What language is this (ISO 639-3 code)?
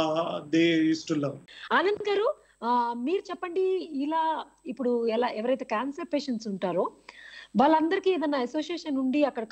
tel